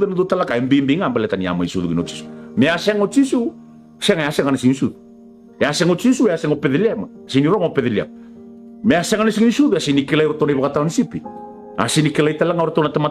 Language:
Fijian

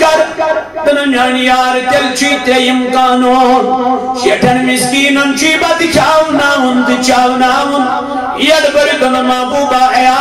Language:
Kashmiri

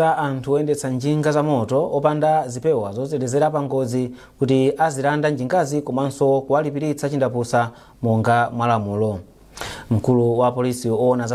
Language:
Nyanja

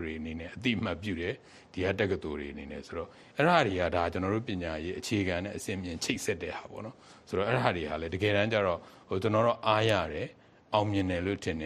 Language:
Burmese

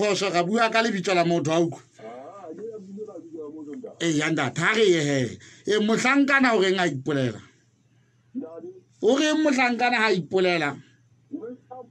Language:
Southern Sotho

